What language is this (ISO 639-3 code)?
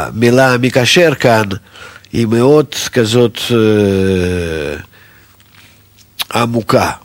heb